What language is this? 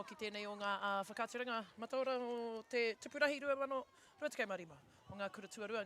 Māori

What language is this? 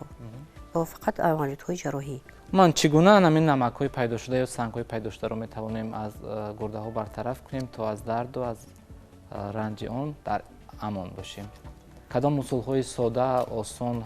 Tajik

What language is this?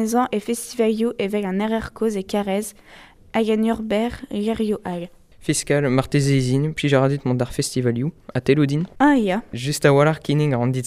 Breton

